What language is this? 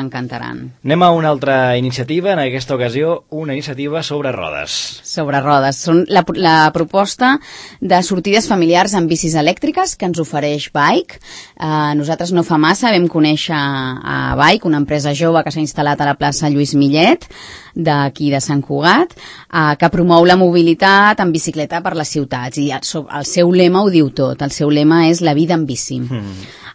Catalan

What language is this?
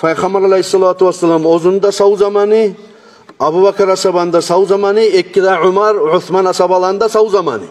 Kumyk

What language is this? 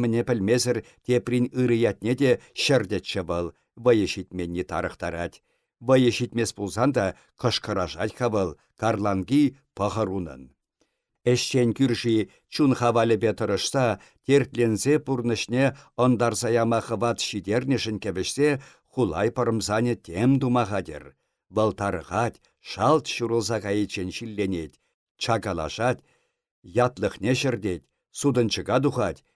Chuvash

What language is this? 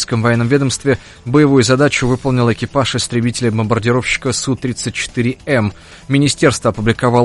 Russian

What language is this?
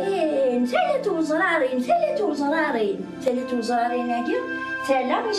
Kabyle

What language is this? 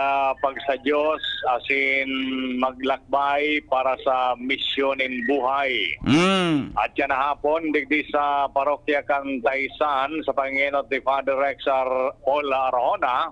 Bikol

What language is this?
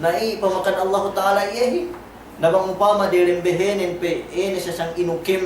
Yakan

